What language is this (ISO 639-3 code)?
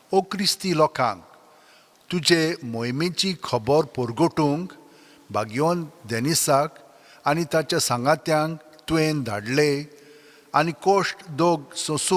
kok